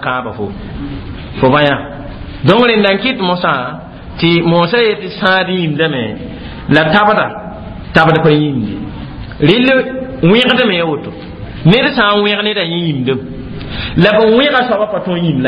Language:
Mossi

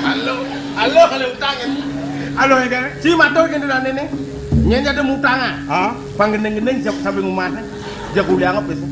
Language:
Balinese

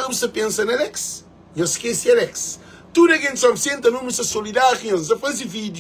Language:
Kabuverdianu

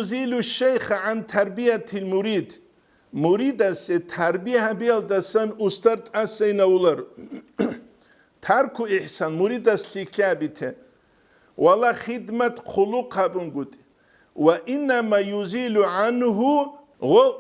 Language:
Avaric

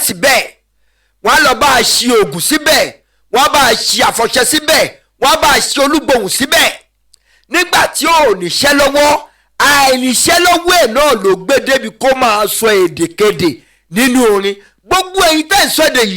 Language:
Yoruba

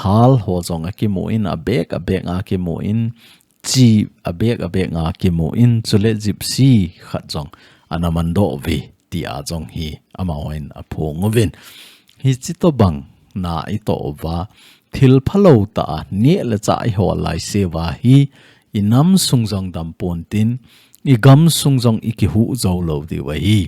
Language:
Thado Chin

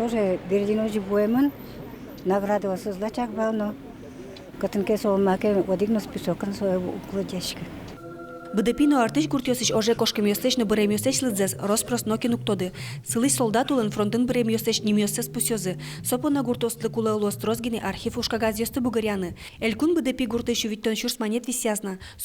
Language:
Udmurt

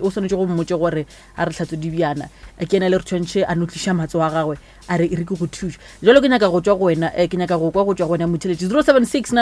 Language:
Northern Sotho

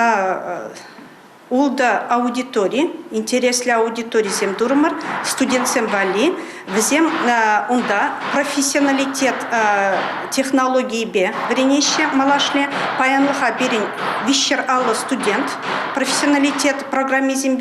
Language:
Chuvash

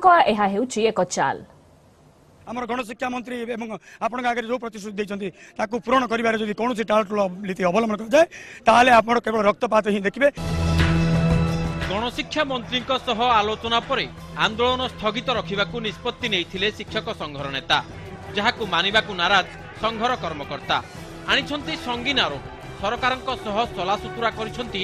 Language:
Odia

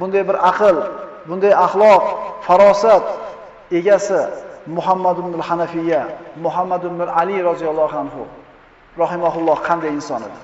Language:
Uzbek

